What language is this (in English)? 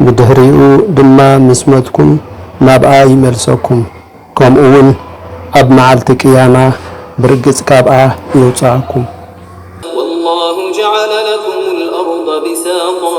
Tigrinya